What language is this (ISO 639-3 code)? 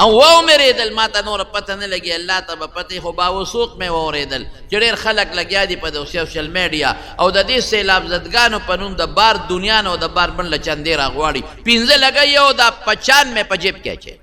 pus